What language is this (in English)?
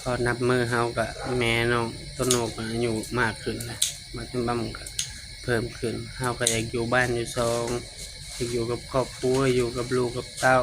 Lao